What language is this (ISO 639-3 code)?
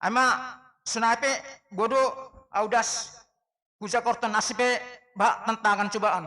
bts